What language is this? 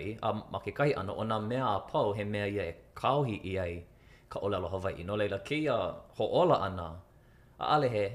Hawaiian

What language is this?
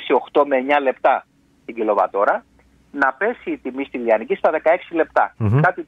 Greek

